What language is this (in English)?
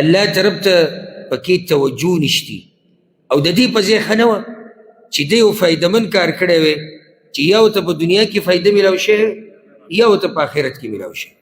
Pashto